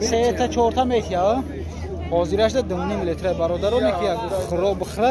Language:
Tajik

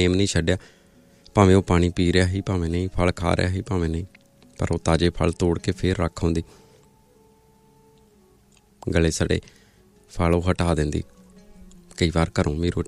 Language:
Punjabi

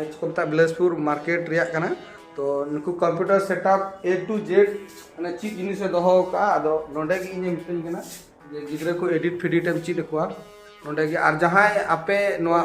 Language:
Santali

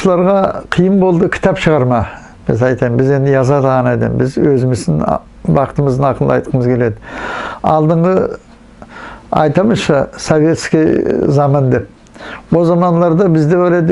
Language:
Nogai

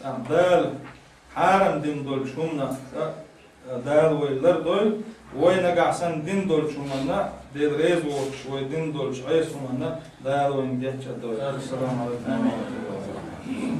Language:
Chechen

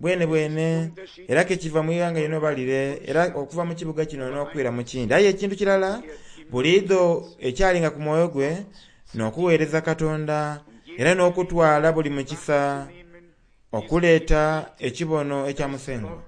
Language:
Soga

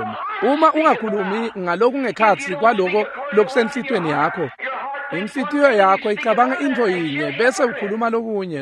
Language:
Swati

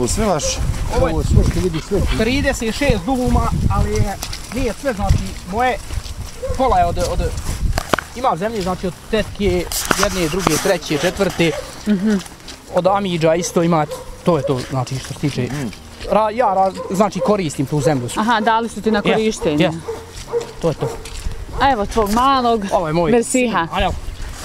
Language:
Bosnian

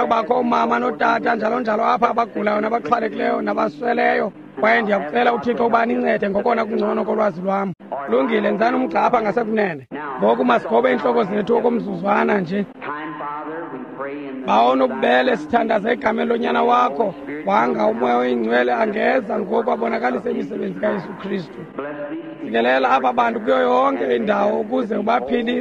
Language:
Xhosa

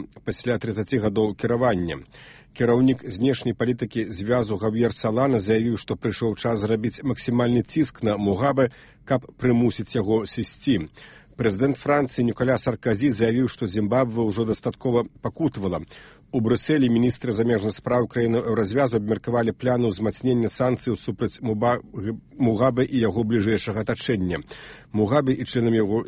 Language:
Belarusian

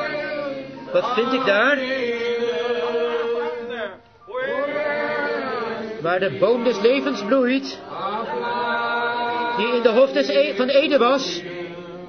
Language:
Dutch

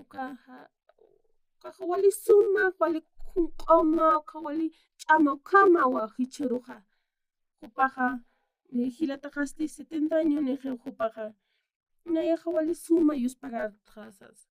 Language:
Aymara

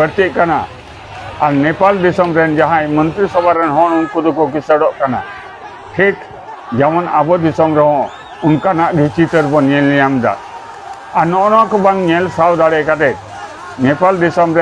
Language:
Santali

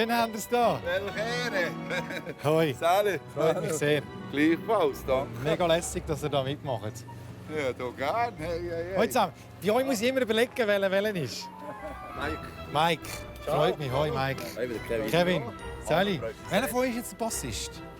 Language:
Swiss German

